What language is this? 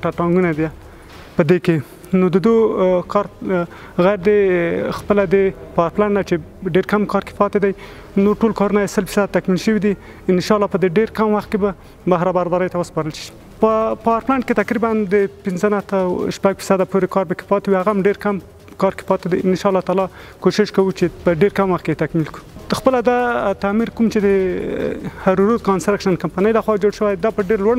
Pashto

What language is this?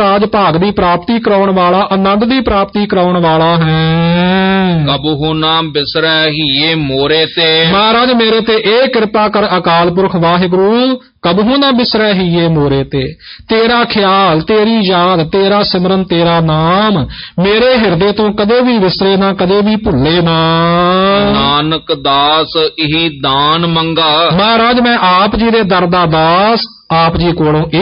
Punjabi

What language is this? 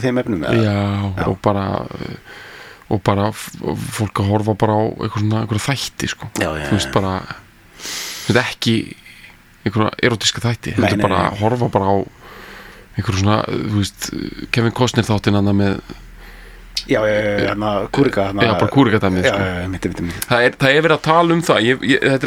Icelandic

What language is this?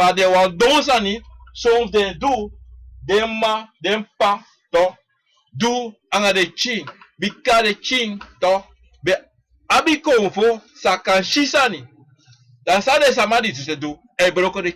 Sranan Tongo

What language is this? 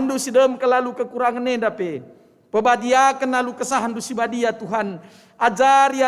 Batak Karo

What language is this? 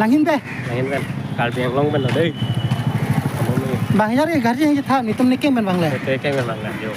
Karbi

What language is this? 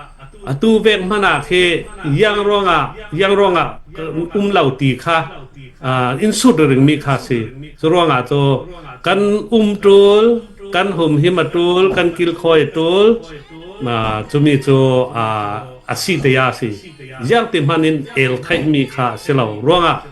Falam Chin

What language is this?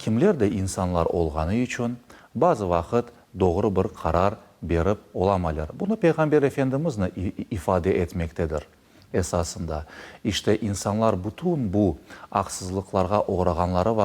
Crimean Tatar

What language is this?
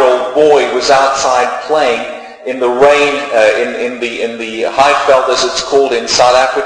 English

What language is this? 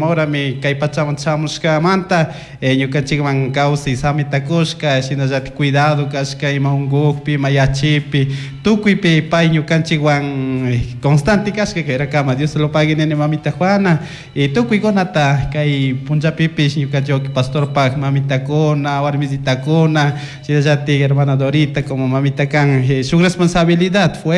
Chimborazo Highland Quichua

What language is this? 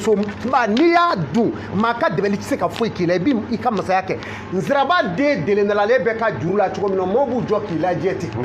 Bambara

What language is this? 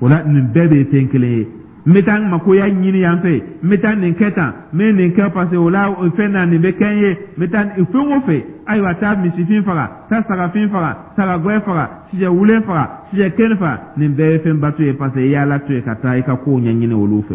Dyula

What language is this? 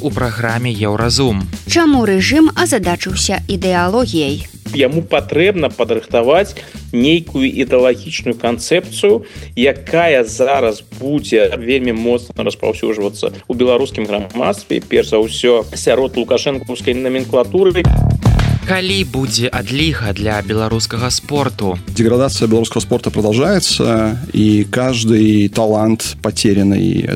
Belarusian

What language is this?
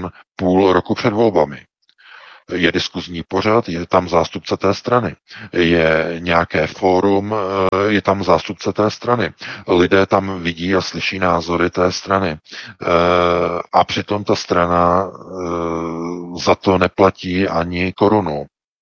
Czech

